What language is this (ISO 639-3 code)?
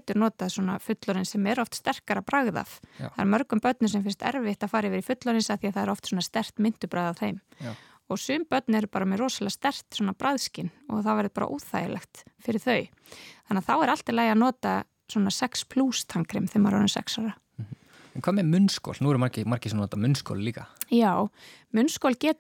isl